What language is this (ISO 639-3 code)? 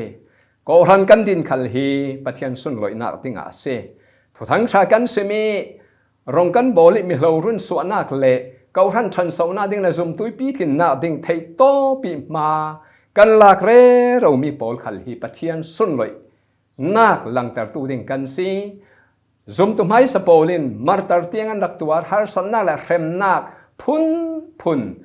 cfm